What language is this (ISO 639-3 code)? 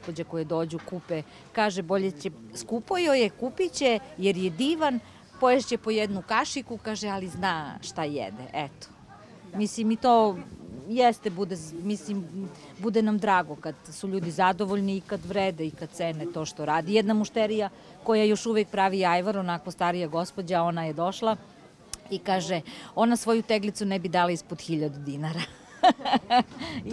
srp